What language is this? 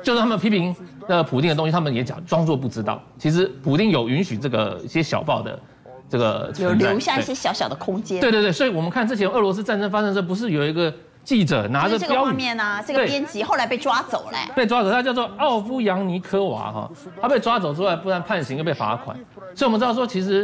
Chinese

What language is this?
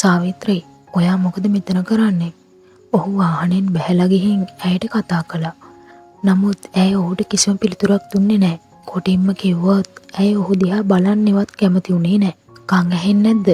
Sinhala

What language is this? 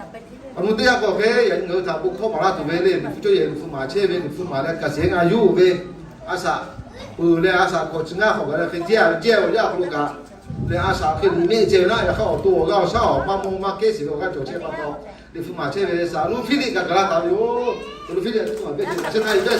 Lahu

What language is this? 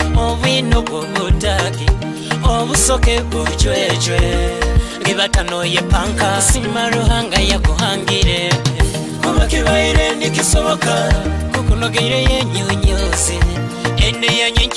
Nyoro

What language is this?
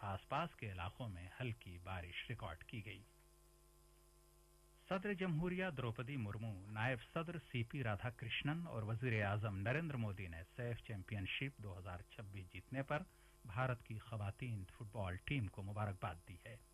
Urdu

